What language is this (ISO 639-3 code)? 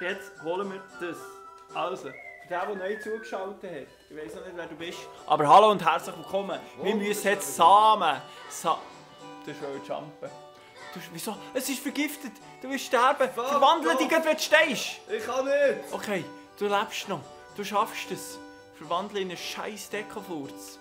gsw